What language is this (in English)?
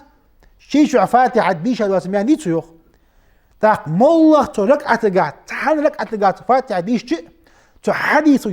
Ingush